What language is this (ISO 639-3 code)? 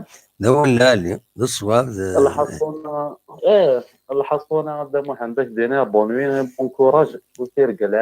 kab